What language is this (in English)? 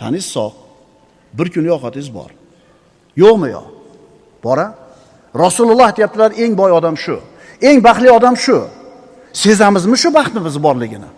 Uzbek